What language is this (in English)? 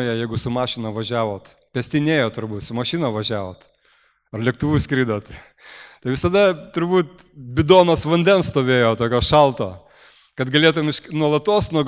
Lithuanian